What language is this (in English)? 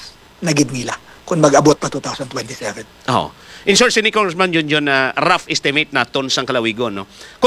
Hiligaynon